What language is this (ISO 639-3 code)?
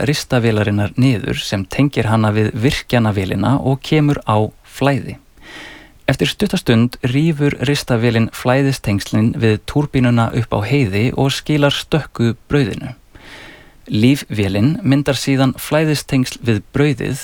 isl